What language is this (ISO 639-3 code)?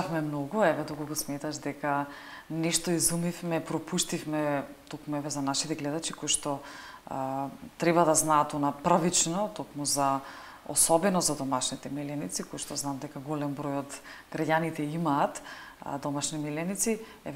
mkd